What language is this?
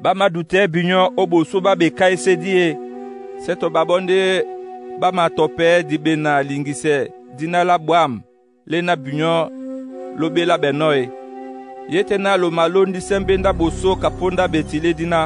Duala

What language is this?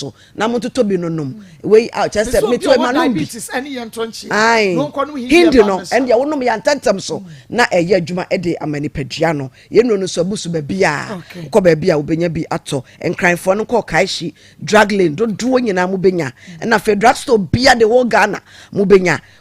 Akan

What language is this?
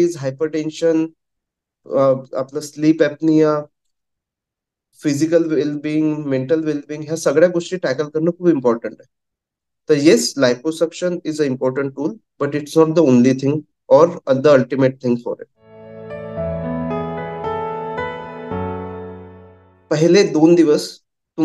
Marathi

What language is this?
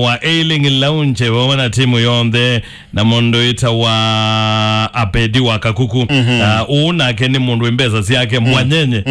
Kamba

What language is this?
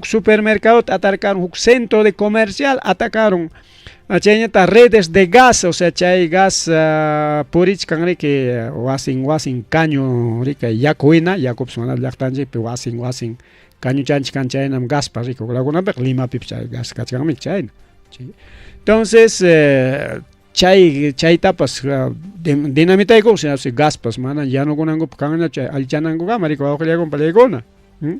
Ayacucho Quechua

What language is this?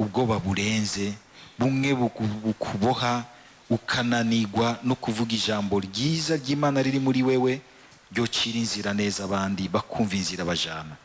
Rundi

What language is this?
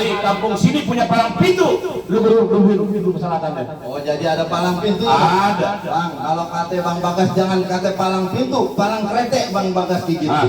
Betawi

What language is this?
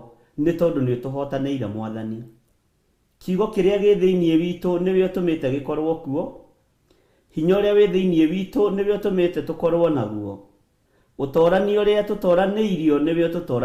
Kikuyu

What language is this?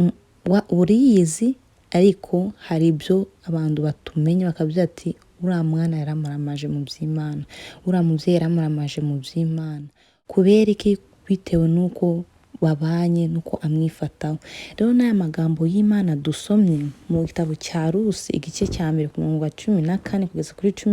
Kinyarwanda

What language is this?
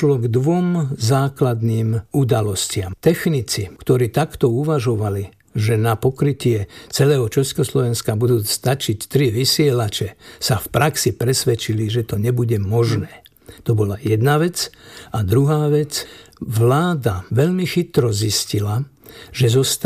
Slovak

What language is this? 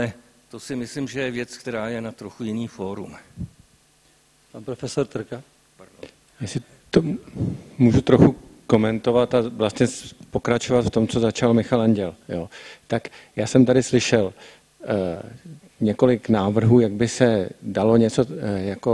Czech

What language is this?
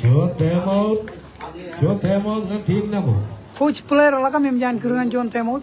Marshallese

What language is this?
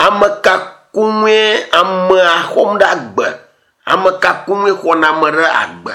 Ewe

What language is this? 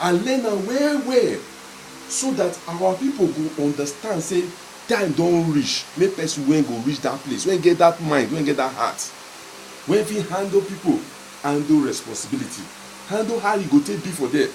Nigerian Pidgin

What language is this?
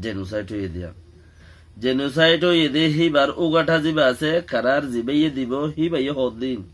Rohingya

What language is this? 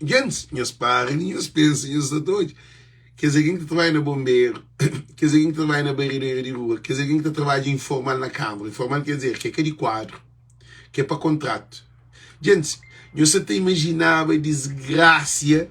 Kabuverdianu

